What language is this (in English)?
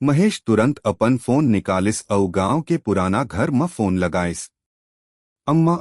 Chhattisgarhi